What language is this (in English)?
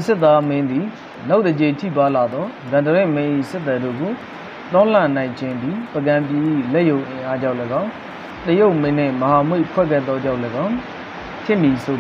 Burmese